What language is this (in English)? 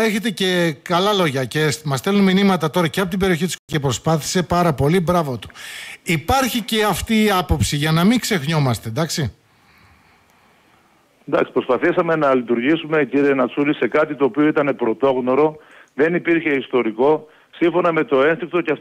Greek